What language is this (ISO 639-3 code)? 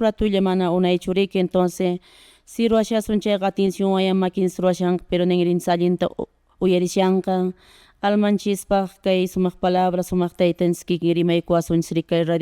que